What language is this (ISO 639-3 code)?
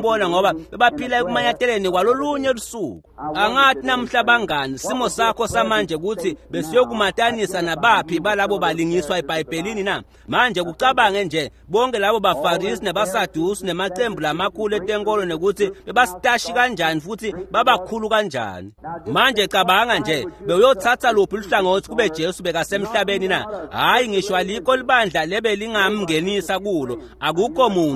ssw